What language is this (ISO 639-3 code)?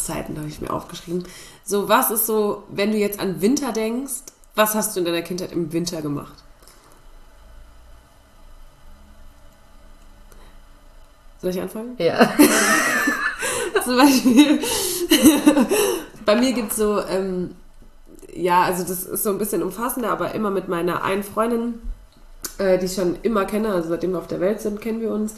deu